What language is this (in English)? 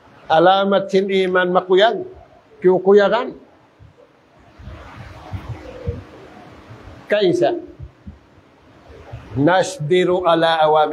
Tausug